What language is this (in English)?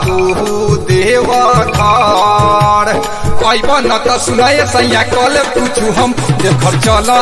Bhojpuri